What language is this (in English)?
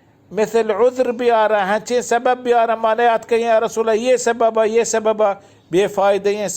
Baluchi